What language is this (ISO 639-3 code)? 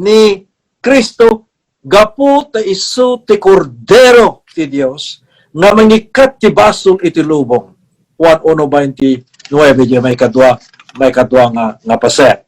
ilo